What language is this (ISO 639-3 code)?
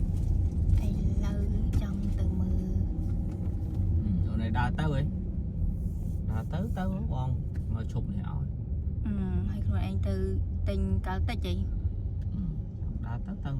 khm